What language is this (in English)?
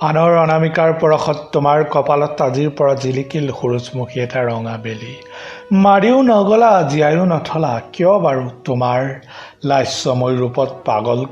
Assamese